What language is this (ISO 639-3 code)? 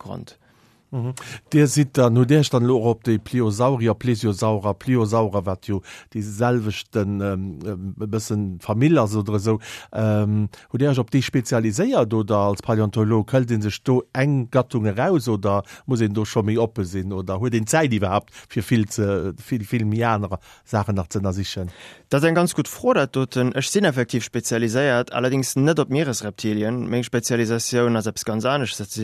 ltz